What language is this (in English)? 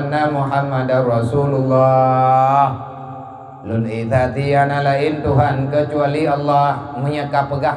Achinese